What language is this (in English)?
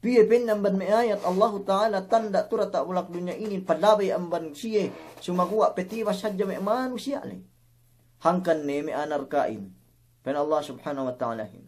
Yakan